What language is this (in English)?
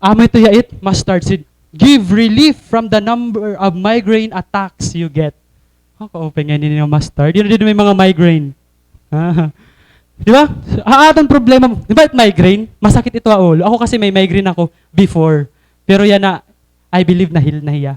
Waray